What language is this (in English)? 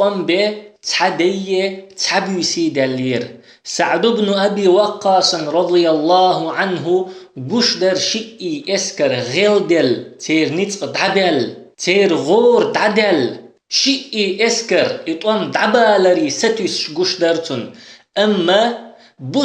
Chechen